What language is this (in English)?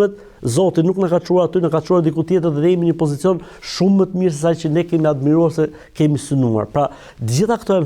Albanian